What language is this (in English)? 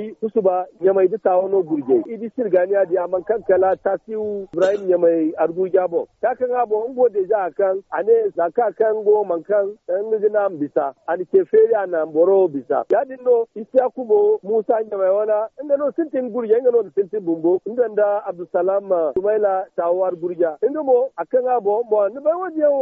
Zarma